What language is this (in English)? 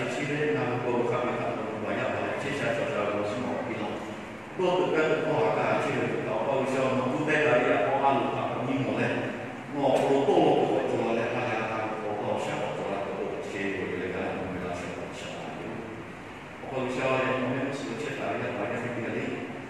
Lahu